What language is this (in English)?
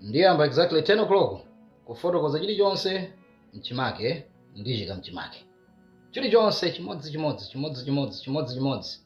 Nyanja